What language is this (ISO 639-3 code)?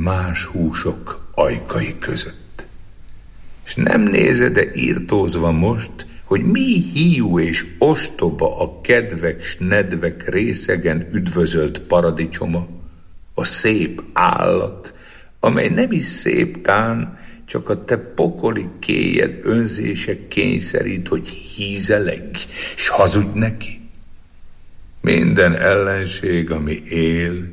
hun